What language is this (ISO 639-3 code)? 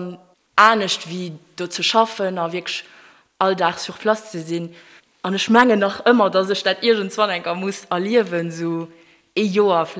ltz